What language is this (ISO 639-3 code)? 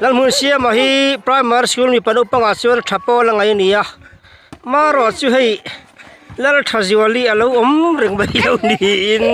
lus